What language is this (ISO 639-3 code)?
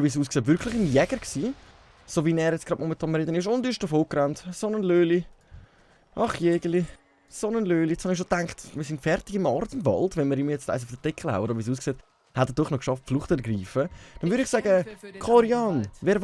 gsw